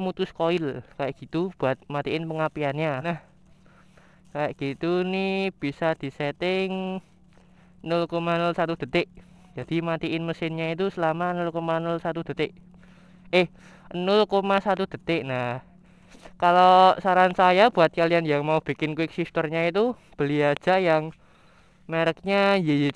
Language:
Indonesian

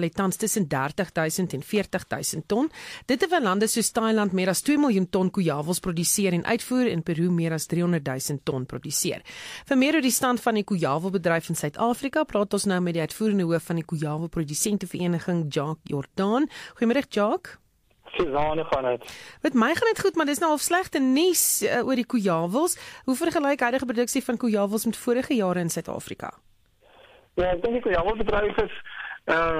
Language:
Afrikaans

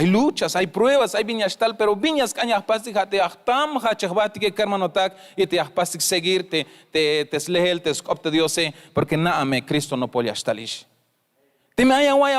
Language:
Tzeltal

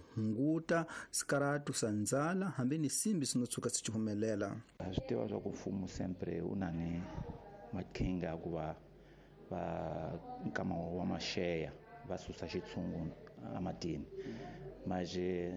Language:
Tsonga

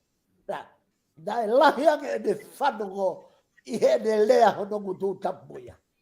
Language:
Tongan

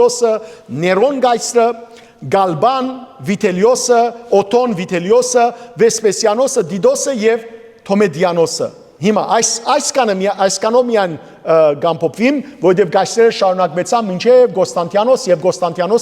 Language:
Western Armenian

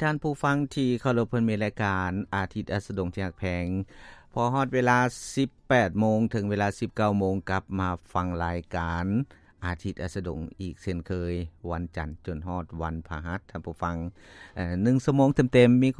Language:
Lao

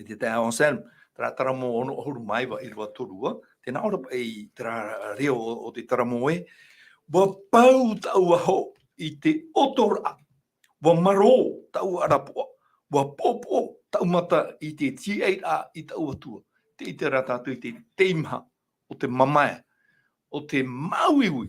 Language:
Tahitian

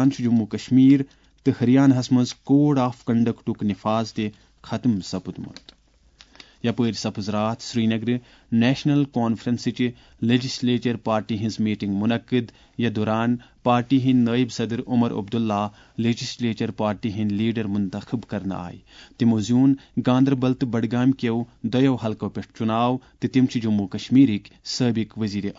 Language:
Kashmiri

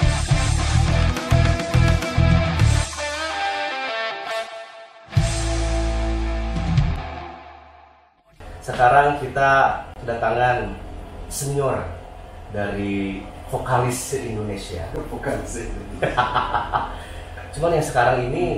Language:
Indonesian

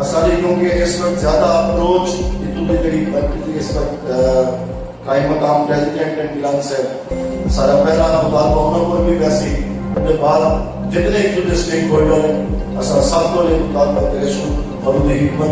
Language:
Saraiki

